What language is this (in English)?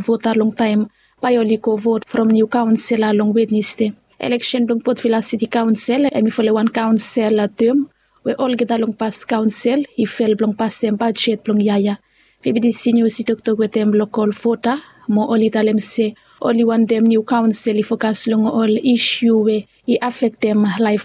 Bislama